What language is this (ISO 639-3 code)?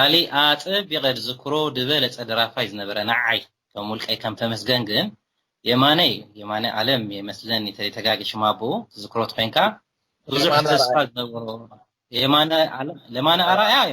tir